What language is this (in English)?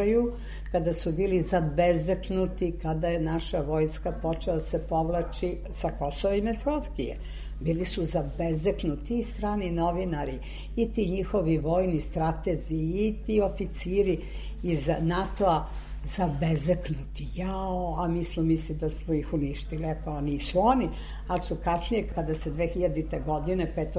Serbian